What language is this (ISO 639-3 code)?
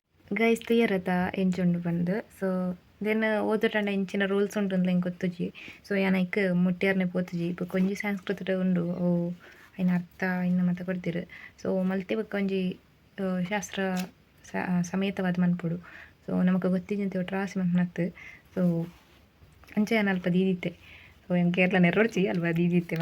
tcy